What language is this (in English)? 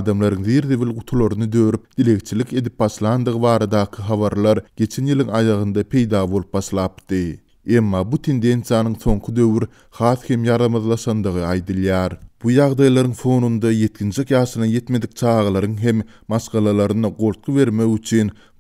Turkmen